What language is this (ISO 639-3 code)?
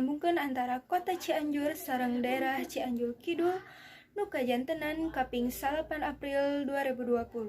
sun